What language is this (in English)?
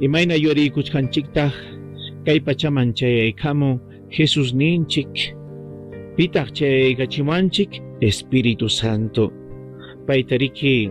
Ayacucho Quechua